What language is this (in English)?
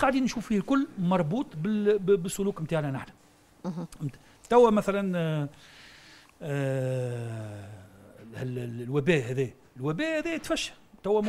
Tunisian Arabic